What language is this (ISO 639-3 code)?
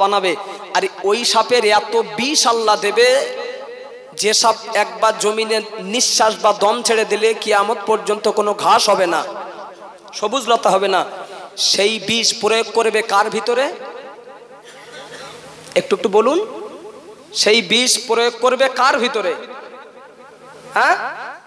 ben